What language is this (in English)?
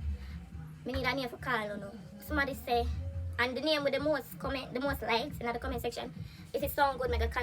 Jamaican Creole English